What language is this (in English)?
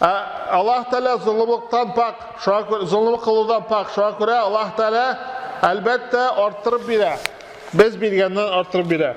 Tatar